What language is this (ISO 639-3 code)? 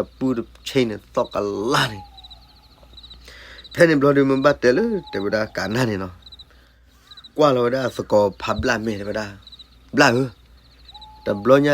ksw